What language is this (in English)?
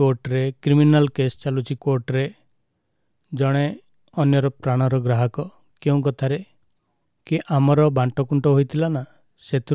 Odia